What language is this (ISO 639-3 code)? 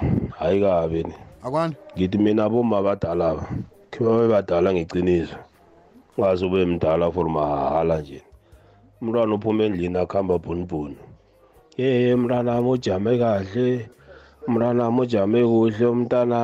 nbl